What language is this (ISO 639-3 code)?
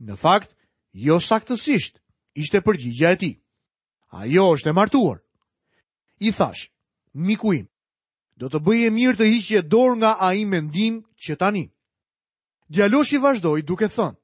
sqi